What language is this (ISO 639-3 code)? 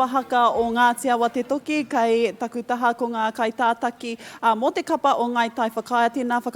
mri